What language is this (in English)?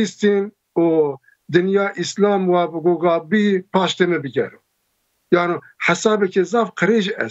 Zaza